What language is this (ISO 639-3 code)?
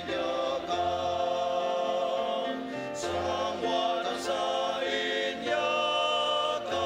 njo